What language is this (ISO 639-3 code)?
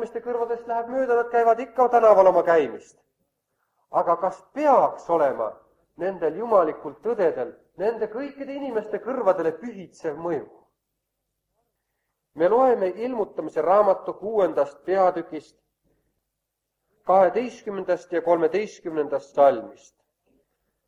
est